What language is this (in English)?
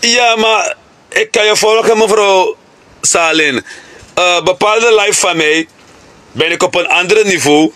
Sranan Tongo